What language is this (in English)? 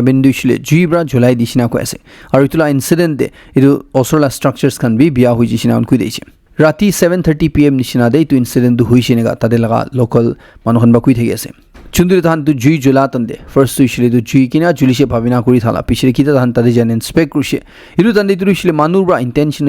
Naga Pidgin